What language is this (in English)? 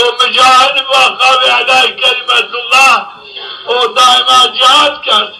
Zaza